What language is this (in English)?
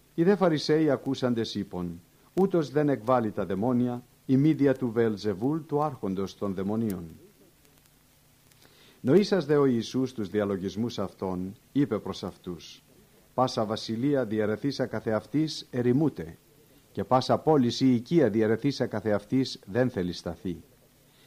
Greek